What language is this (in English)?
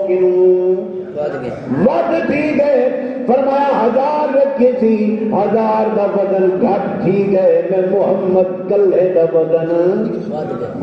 Saraiki